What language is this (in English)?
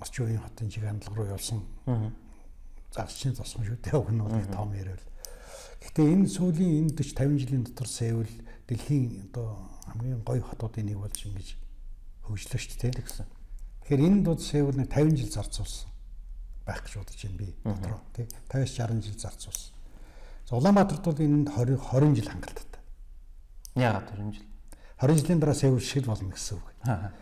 Mongolian